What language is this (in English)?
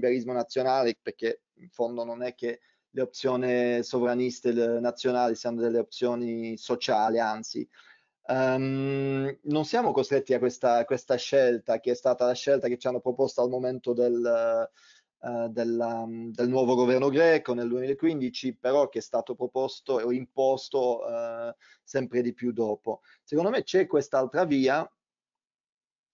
Italian